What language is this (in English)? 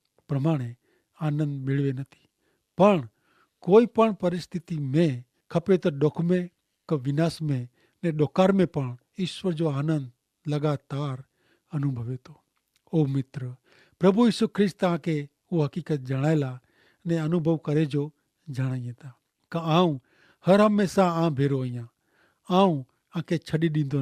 Kachhi